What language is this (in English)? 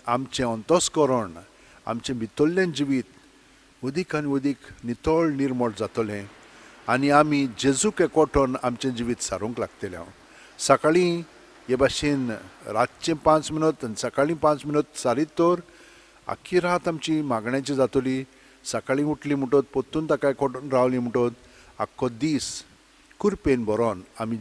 Konkani